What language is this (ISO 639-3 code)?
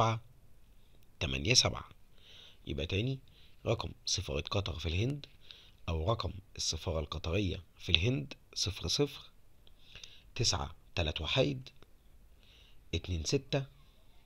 arz